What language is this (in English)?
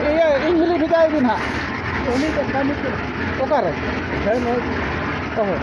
Santali